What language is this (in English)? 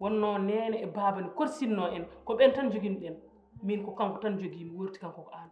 Fula